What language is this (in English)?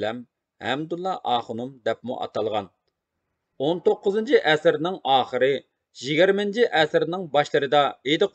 Uyghur